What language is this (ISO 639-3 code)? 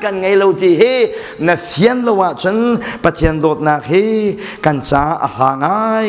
cnh